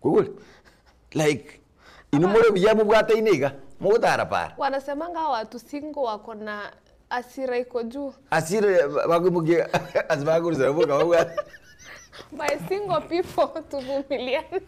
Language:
Gusii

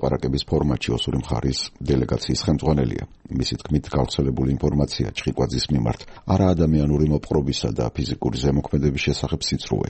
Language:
Georgian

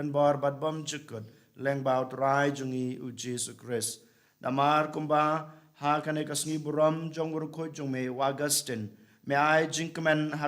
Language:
Khasi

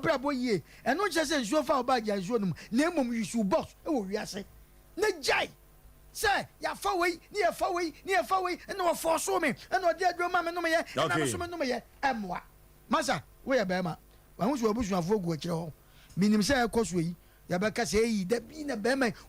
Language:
Akan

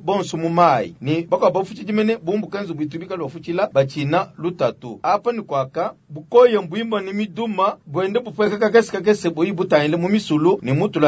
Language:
Luba-Lulua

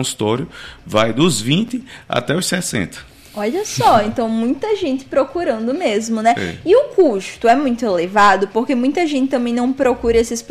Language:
Portuguese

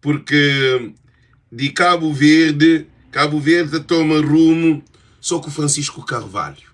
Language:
Kabuverdianu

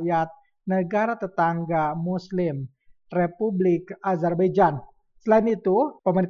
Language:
Indonesian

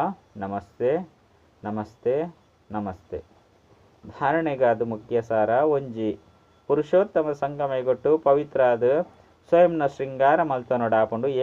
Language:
Tulu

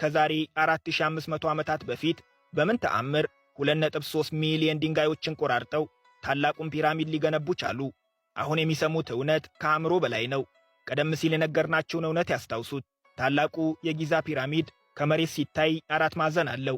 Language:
Amharic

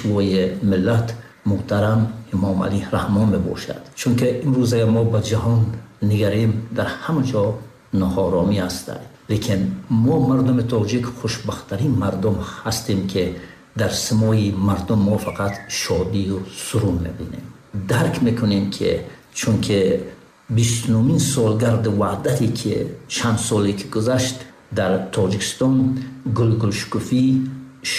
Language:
Tajik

